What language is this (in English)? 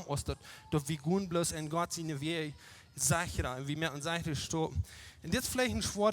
Plautdietsch